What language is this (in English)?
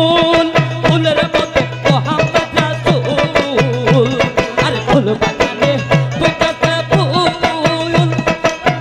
Bangla